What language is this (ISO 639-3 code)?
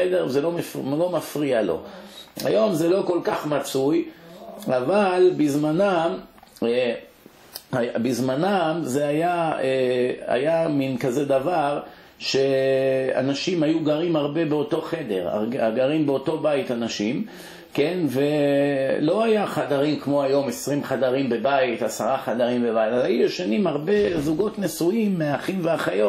heb